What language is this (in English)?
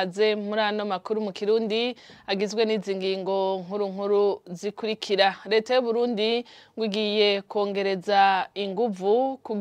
Rundi